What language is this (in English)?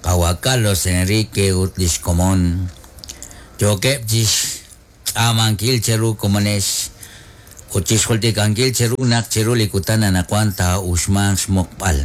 Kekchí